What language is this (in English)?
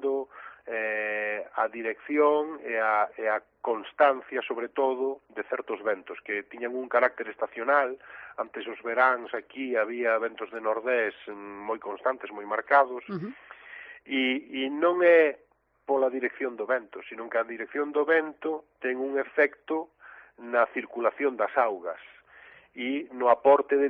Galician